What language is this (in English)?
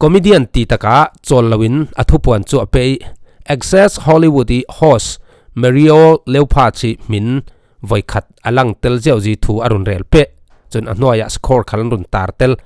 Falam Chin